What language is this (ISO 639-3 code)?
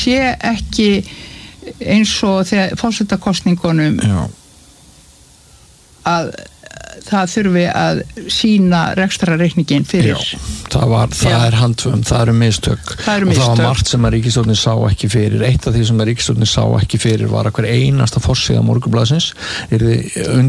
isl